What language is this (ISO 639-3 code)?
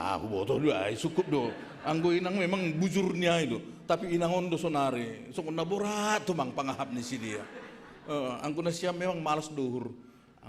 bts